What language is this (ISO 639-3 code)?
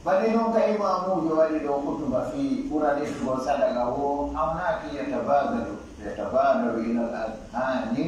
fuf